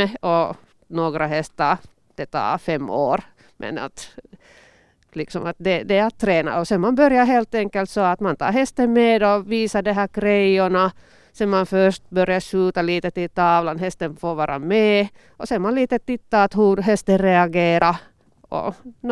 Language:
Swedish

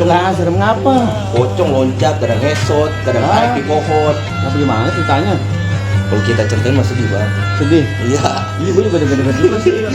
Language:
Betawi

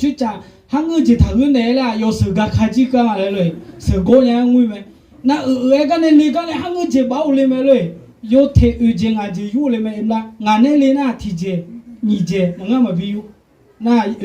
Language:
Akha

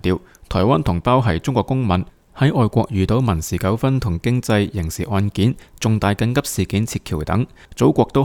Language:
Cantonese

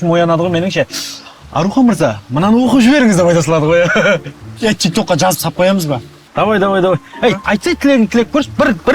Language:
Kazakh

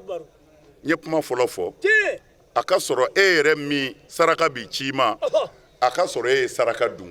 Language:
Bambara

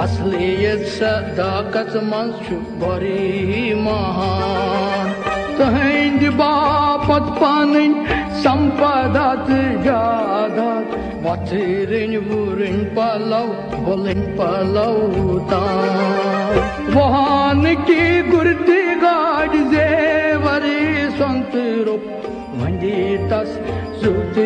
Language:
Kashmiri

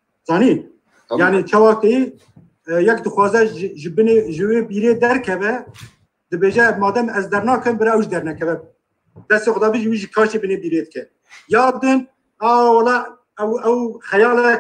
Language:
Kurdish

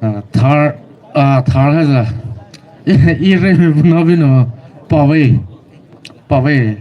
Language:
Poumei Naga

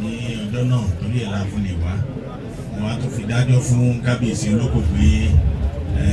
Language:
Yoruba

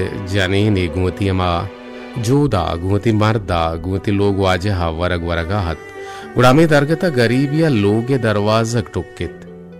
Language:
Baluchi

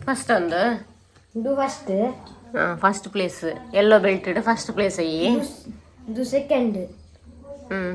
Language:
Tulu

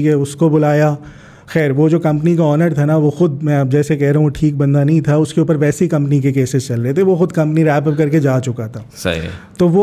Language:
Hindi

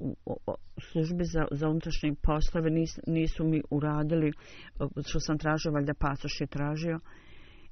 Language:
Bosnian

